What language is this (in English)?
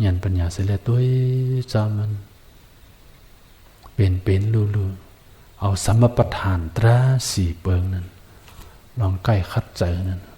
Shan